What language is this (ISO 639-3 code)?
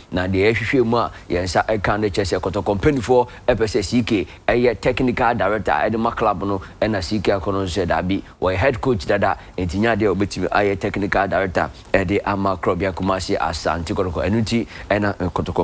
aka